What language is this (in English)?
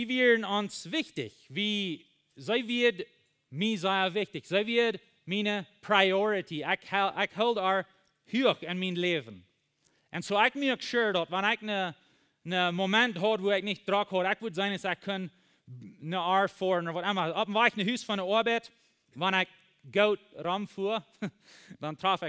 Plautdietsch